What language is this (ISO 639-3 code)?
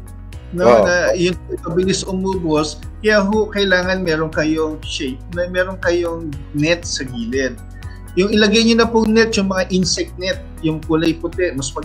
fil